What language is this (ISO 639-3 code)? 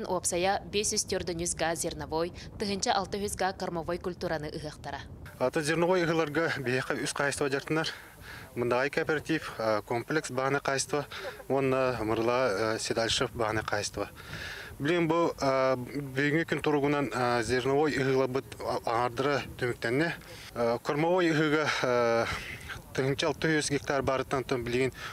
sah